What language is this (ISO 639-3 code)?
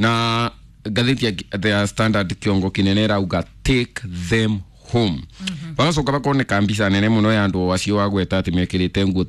kik